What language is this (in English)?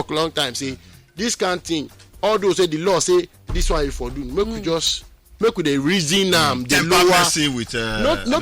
Nigerian Pidgin